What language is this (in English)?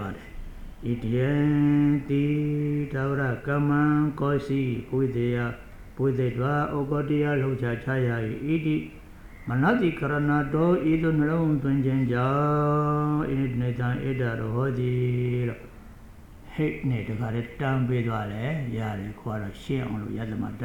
Burmese